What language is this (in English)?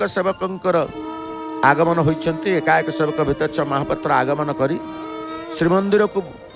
Odia